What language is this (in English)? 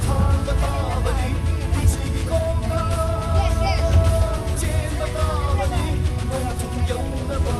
Manipuri